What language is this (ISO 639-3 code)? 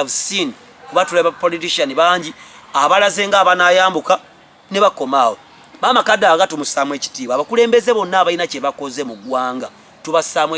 lug